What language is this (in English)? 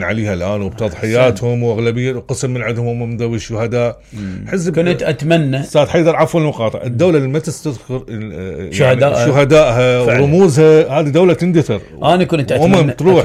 Mesopotamian Arabic